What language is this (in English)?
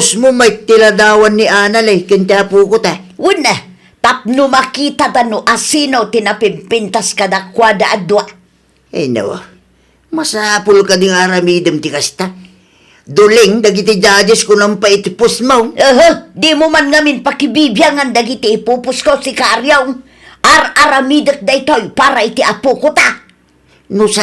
Iloko